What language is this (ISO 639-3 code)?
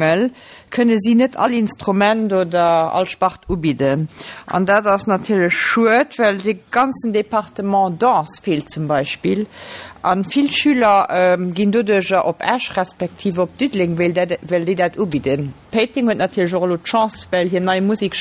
ltz